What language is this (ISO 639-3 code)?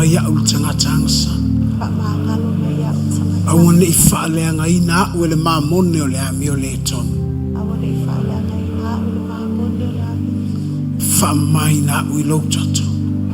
smo